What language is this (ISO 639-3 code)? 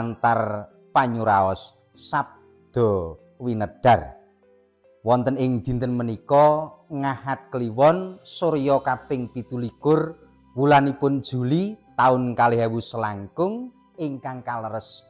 jav